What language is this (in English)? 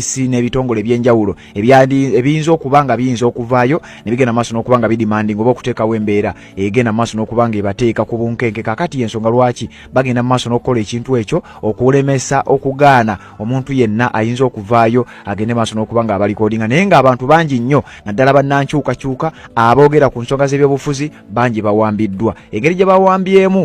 Ganda